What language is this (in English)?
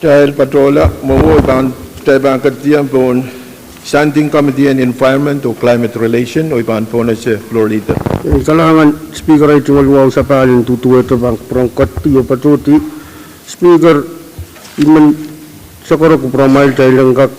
Pohnpeian